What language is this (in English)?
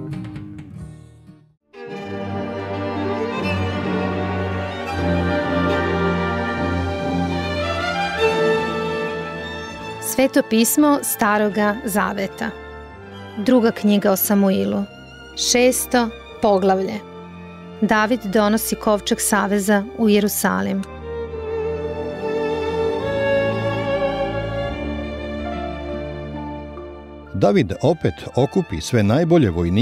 Serbian